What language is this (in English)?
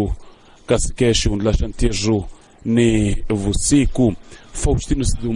Tsonga